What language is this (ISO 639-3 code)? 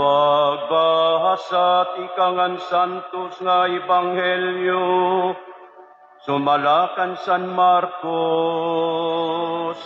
war